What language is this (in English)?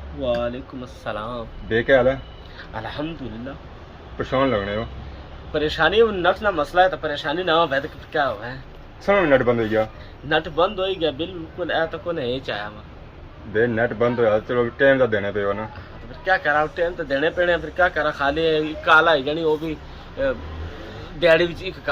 Pahari-Potwari